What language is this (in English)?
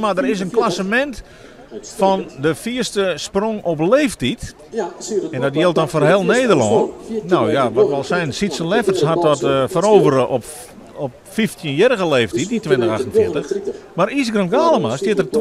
Western Frisian